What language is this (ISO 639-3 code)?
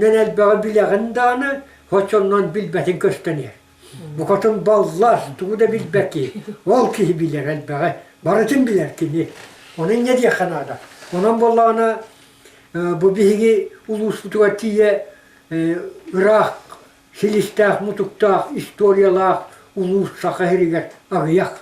sah